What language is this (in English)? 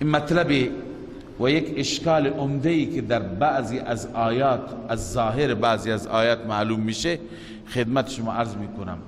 Persian